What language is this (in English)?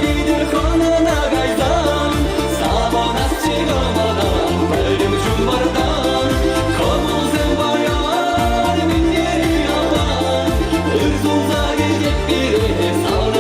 Chuvash